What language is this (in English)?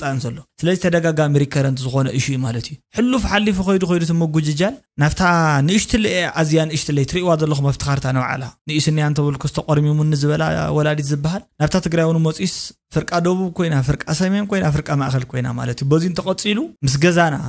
Tigrinya